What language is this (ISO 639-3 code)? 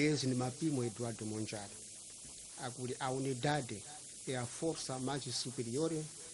tso